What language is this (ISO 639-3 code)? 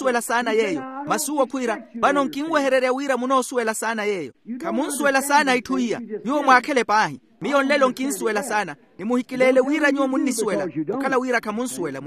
vmw